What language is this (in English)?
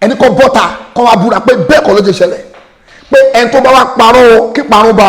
Yoruba